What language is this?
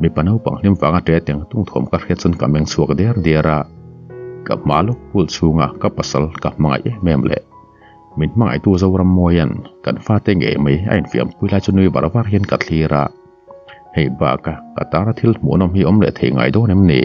Mizo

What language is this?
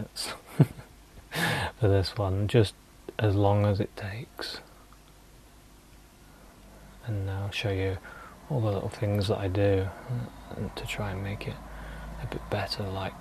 English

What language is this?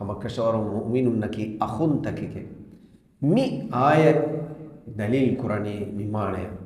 Divehi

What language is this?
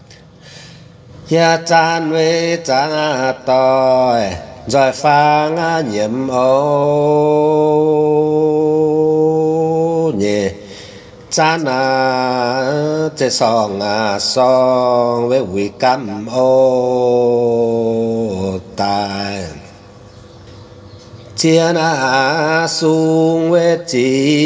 Vietnamese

